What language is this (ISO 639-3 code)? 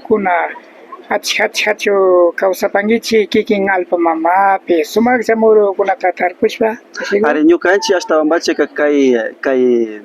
qvi